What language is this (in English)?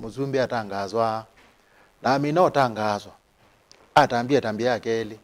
Kamba